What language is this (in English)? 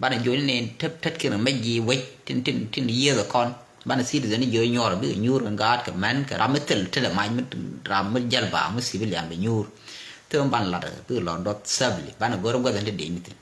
Nuer